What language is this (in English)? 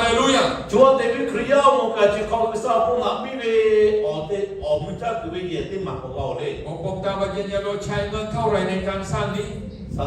Lahu